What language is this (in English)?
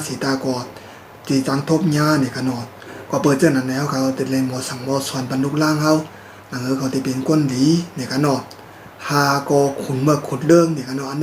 Shan